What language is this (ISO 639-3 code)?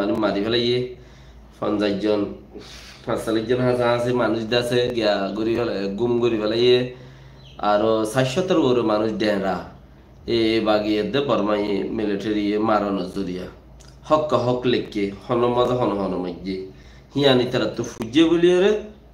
rhg